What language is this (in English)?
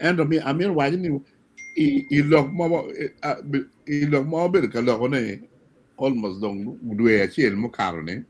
Acoli